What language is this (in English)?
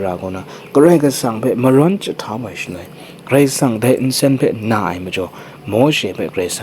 Kachin